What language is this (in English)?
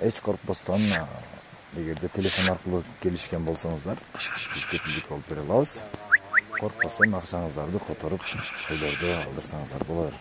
Kyrgyz